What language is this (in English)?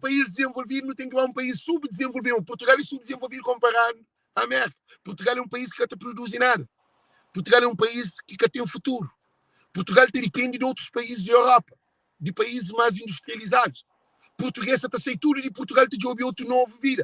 Kabuverdianu